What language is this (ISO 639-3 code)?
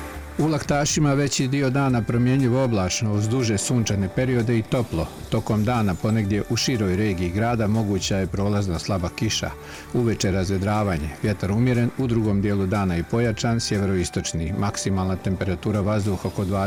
bos